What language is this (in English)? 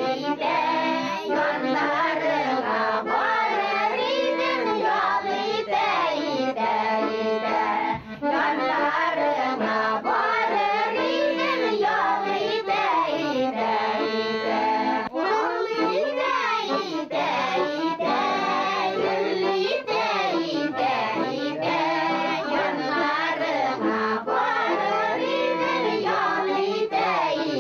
Bashkir